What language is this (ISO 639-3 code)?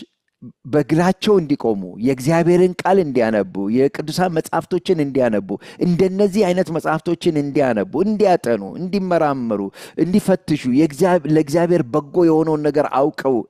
amh